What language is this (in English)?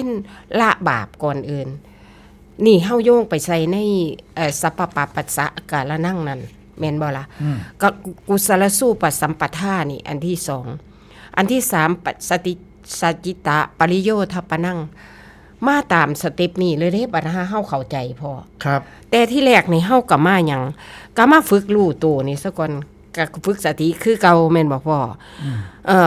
Northeastern Thai